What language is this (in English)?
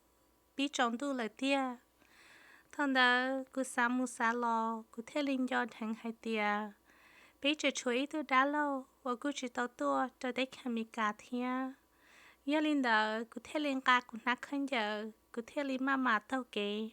Hmong